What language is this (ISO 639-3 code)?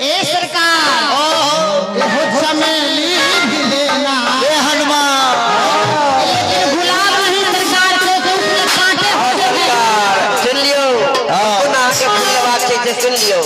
mai